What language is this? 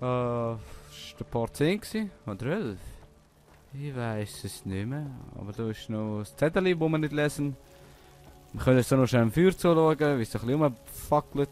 Swiss German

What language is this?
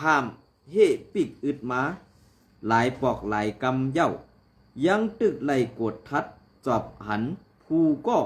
Shan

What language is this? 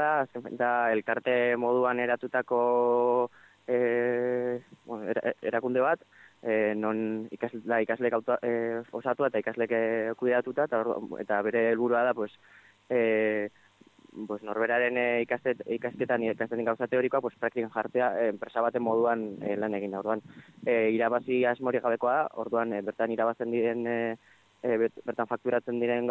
Basque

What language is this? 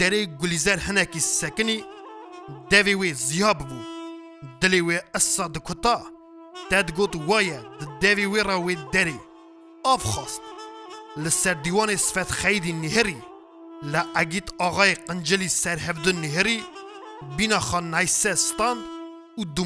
Kurdish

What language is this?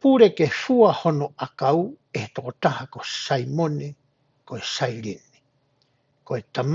Tongan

